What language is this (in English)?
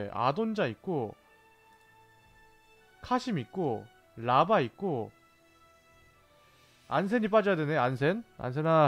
Korean